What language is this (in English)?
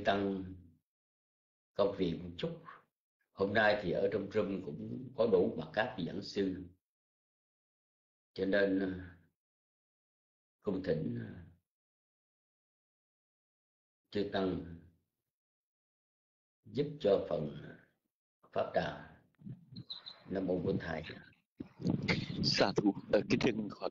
Vietnamese